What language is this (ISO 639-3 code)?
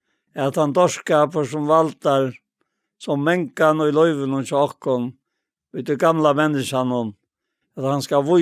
fao